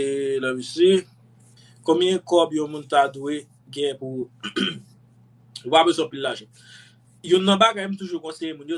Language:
Haitian Creole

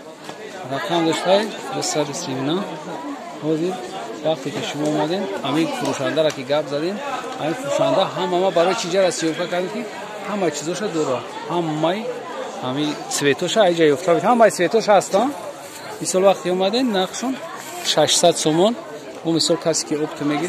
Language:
Tajik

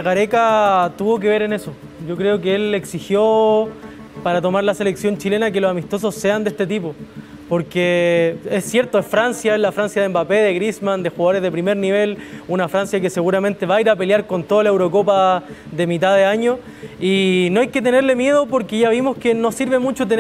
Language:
Spanish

